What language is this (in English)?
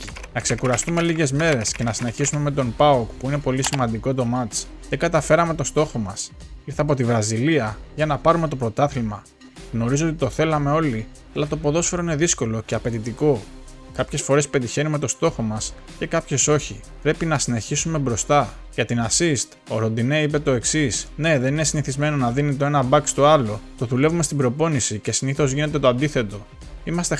Greek